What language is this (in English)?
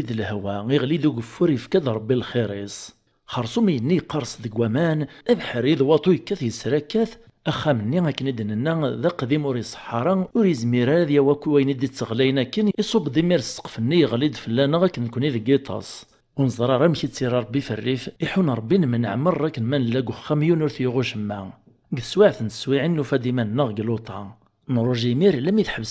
Kabyle